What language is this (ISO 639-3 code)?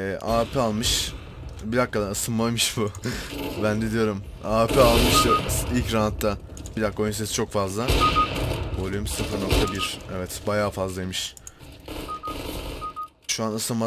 tur